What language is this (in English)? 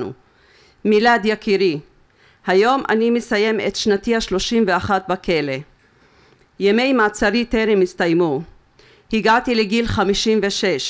Hebrew